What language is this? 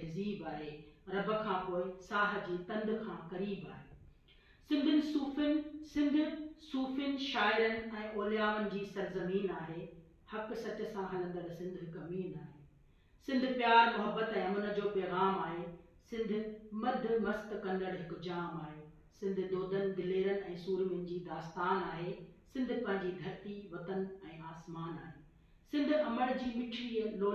Sindhi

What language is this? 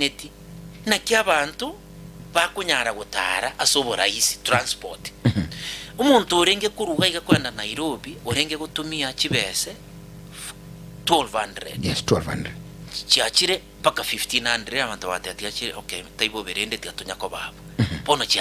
Gusii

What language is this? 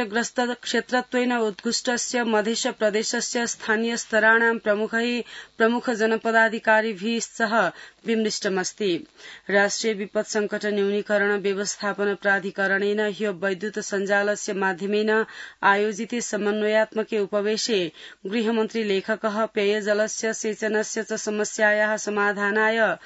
Sanskrit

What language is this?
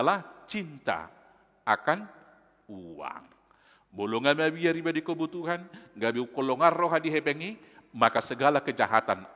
Batak Toba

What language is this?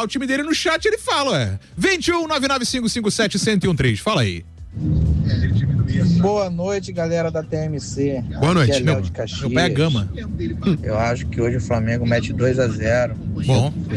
Portuguese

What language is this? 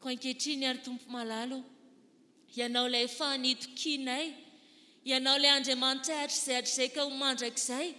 Malagasy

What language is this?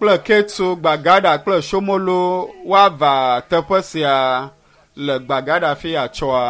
Ewe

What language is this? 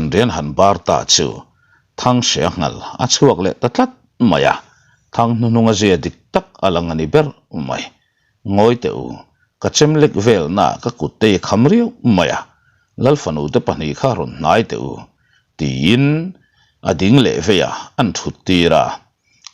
Mizo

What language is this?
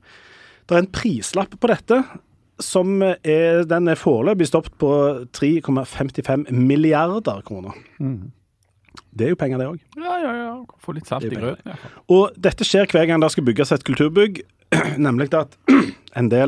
Norwegian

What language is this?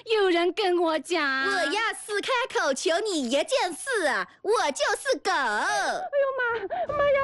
Chinese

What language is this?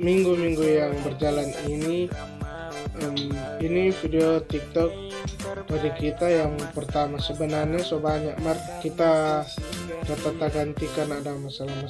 Manado Malay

